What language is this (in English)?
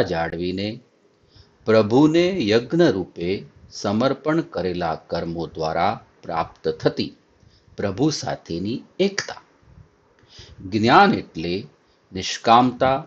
Gujarati